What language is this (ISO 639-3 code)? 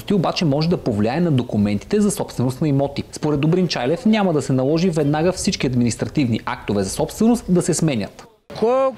bul